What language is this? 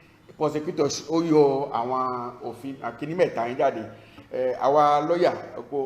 Yoruba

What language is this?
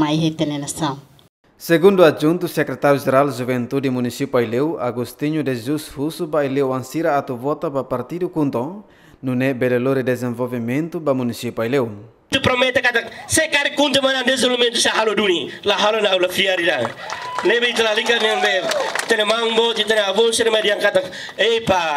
Tetum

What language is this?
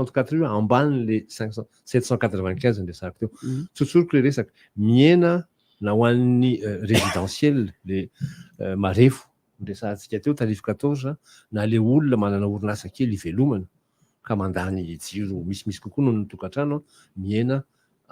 Malagasy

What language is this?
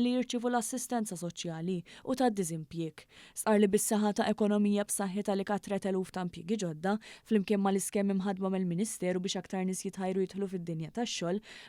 Maltese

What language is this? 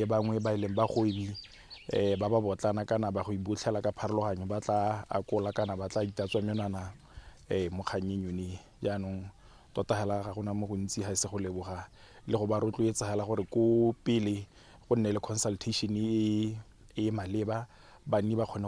Tswana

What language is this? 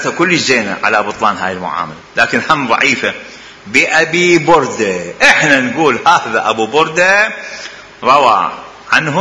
Mesopotamian Arabic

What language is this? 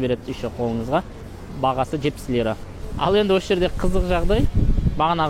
Kazakh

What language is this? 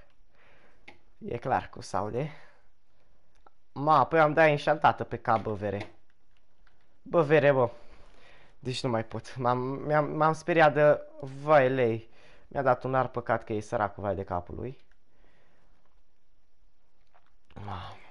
Romanian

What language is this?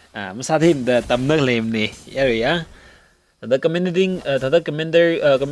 Tangkhul Naga (India)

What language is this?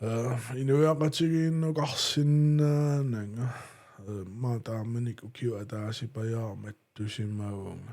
Kalaallisut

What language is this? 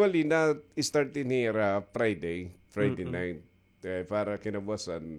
Waray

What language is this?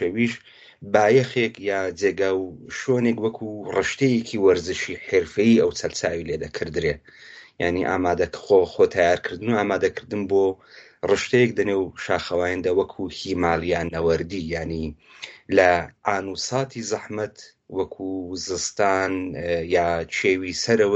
Central Kurdish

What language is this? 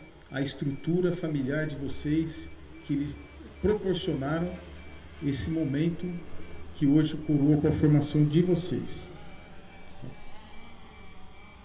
Portuguese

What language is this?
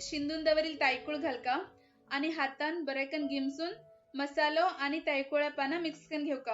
Konkani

